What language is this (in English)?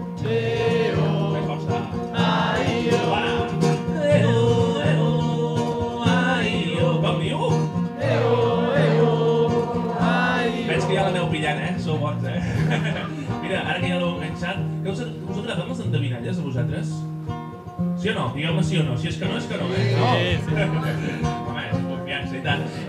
Catalan